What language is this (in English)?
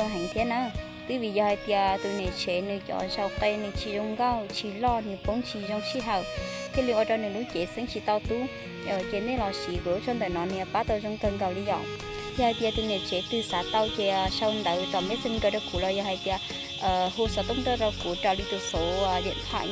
Hmong